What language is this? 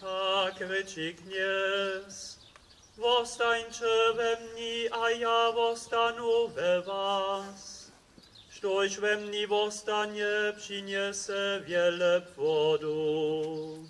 Upper Sorbian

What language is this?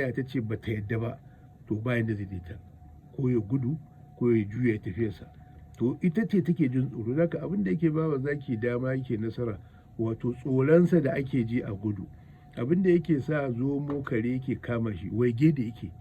Hausa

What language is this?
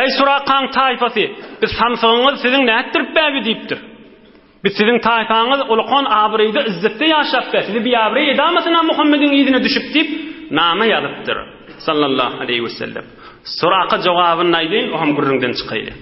Turkmen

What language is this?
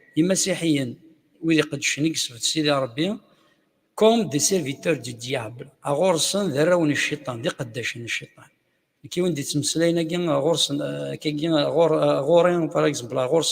Kabyle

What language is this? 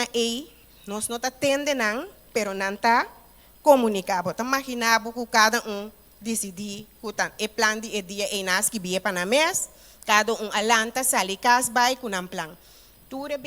Papiamento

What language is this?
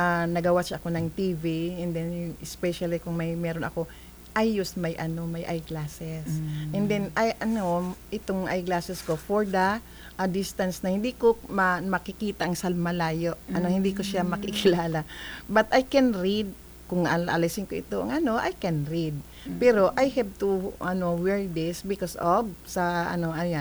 Filipino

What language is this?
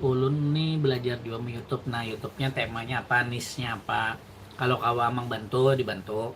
Banjar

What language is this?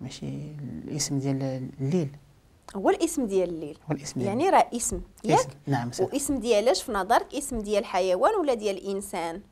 Moroccan Arabic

